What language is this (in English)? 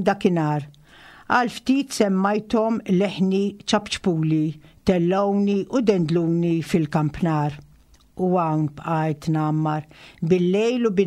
Maltese